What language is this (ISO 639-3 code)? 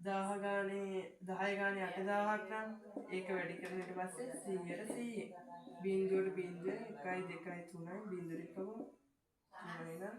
sin